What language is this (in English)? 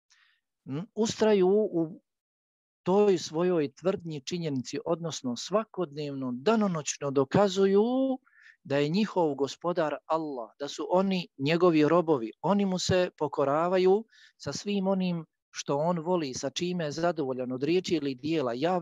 Bosnian